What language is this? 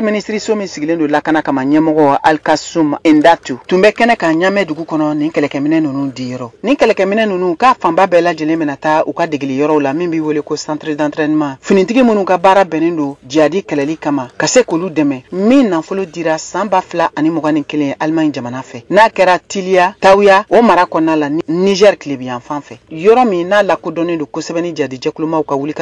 Bambara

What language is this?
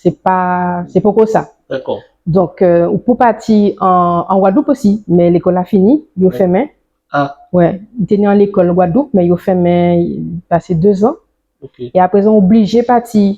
Guadeloupean Creole French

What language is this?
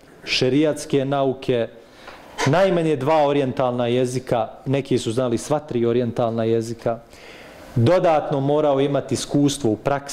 Bosnian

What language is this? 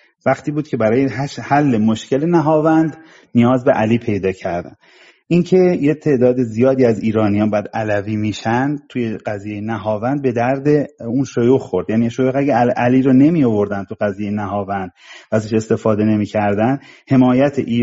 Persian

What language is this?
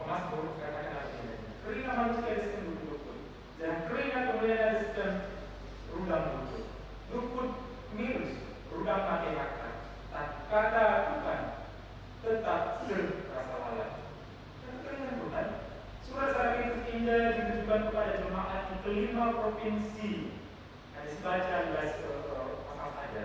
Batak Karo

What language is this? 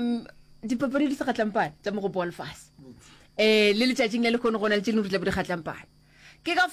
Northern Sotho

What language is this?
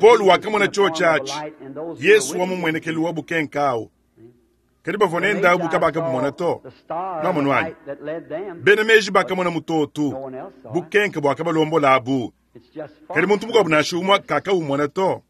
Luba-Lulua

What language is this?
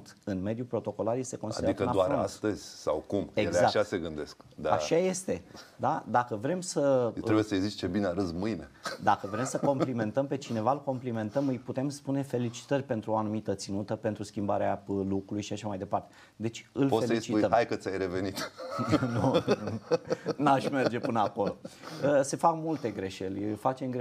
Romanian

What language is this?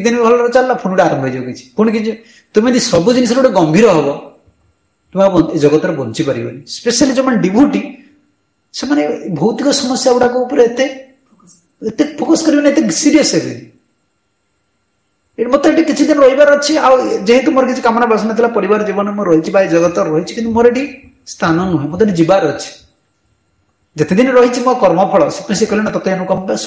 Odia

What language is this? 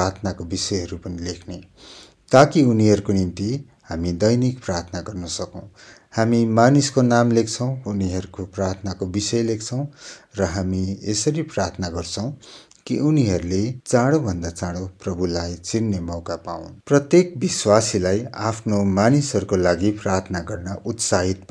Nepali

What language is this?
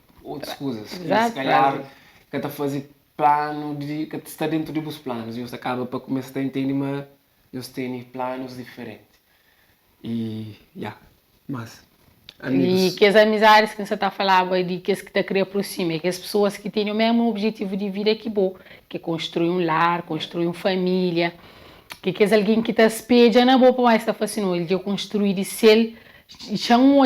Kabuverdianu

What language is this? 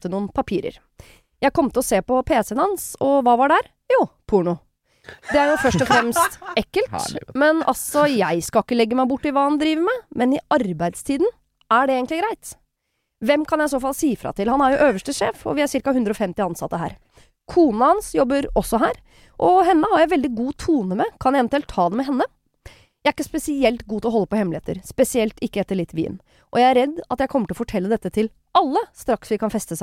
Norwegian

